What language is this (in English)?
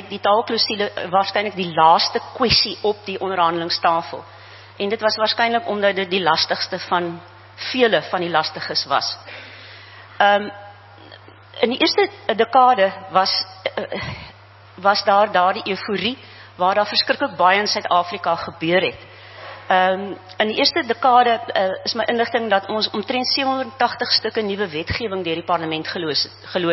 Afrikaans